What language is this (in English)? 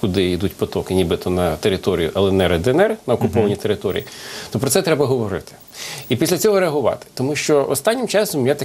Ukrainian